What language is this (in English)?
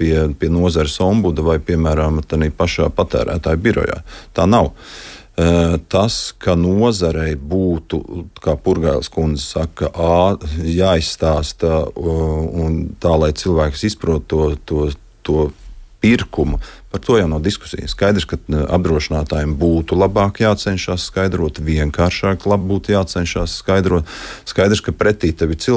Latvian